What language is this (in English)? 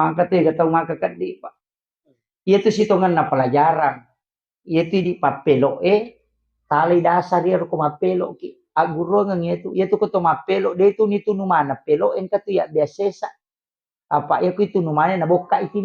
Buginese